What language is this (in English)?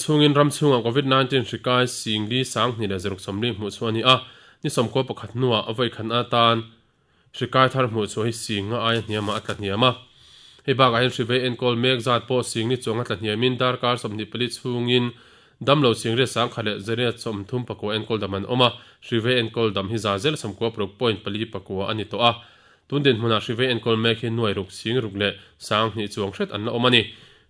Mizo